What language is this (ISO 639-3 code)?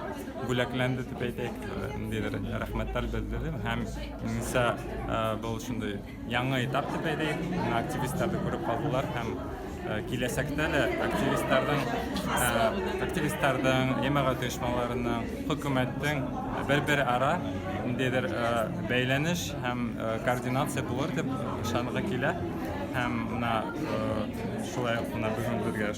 bak